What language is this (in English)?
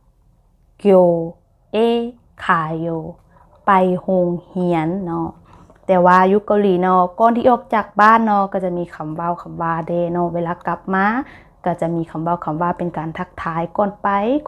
Lao